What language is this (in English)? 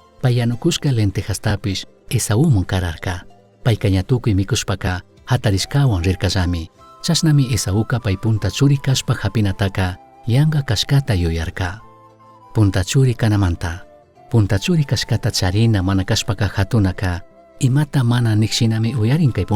Chimborazo Highland Quichua